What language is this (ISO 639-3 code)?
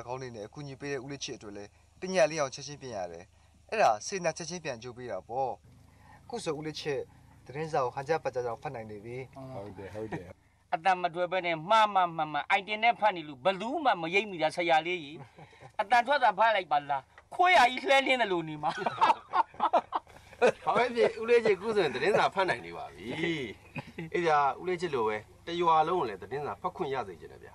mya